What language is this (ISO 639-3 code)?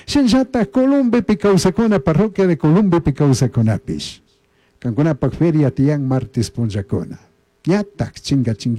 qug